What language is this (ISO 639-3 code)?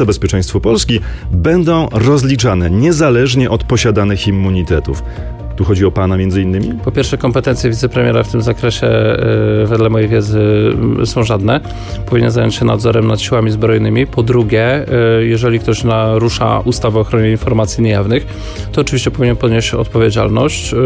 pol